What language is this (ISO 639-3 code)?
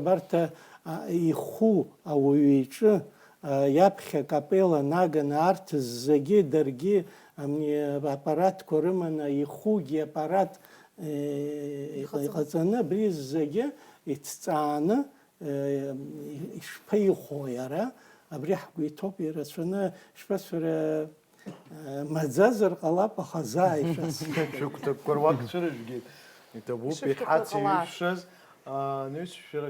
abk